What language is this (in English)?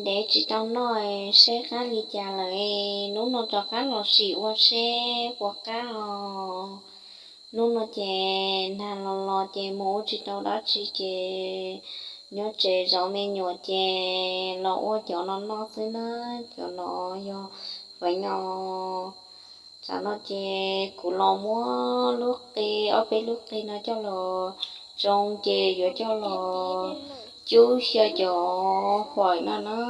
Hmong